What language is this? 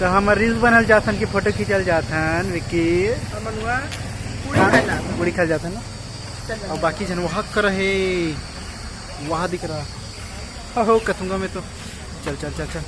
Chhattisgarhi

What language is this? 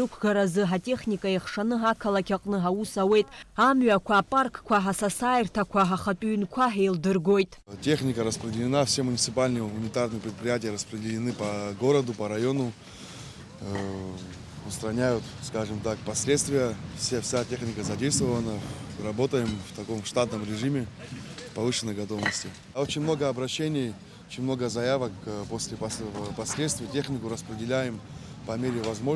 Abkhazian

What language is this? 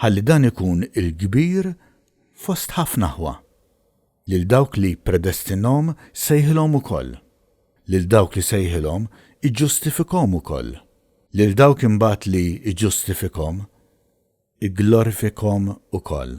Maltese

